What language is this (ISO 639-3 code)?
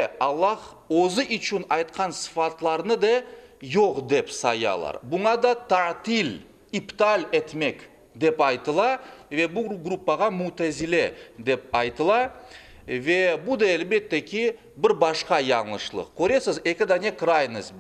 crh